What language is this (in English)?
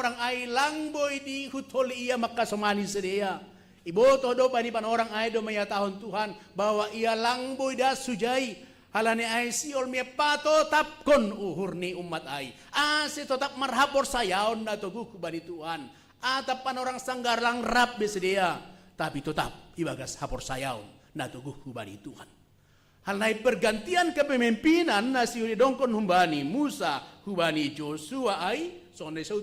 Batak Simalungun